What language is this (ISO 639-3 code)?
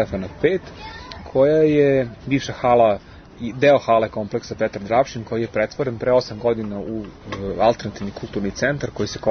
srp